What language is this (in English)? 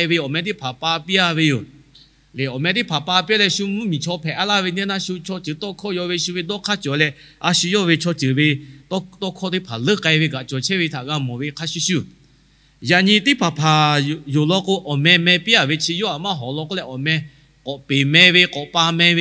Lahu